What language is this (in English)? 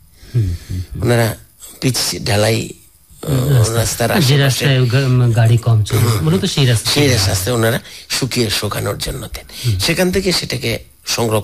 Bangla